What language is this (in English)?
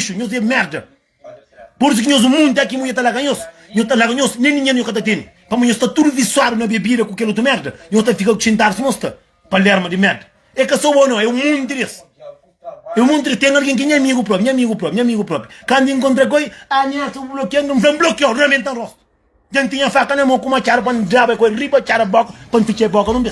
Kabuverdianu